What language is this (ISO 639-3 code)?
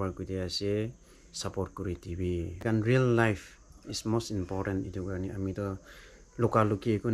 nag